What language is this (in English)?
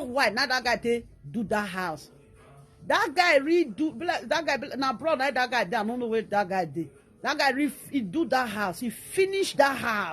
Nigerian Pidgin